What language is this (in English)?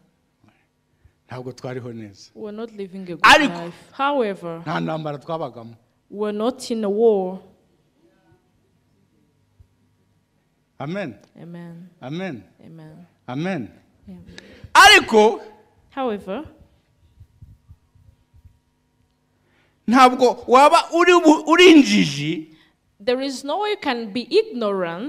Kinyarwanda